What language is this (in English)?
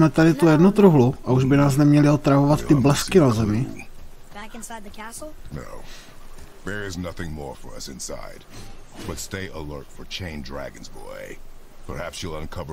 Czech